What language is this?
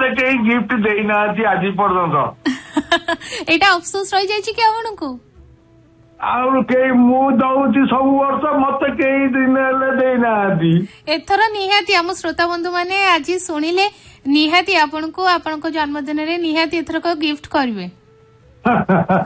Odia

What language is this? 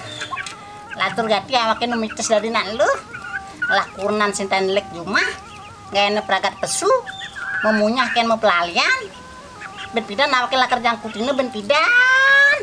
Balinese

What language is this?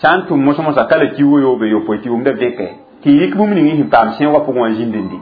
Mossi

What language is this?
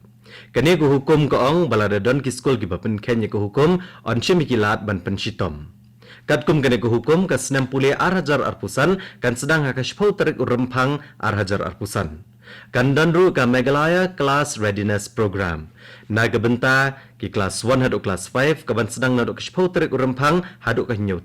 Khasi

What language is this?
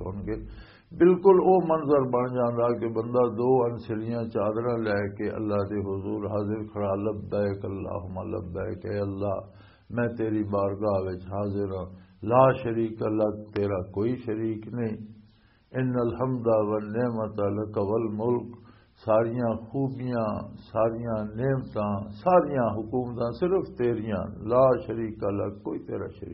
Western Panjabi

